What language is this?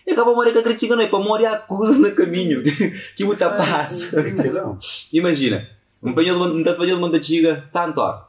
Kabuverdianu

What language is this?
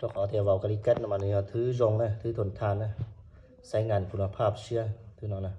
Hmong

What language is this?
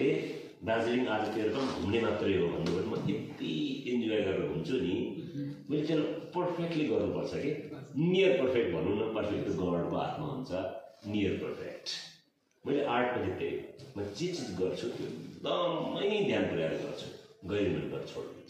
Nepali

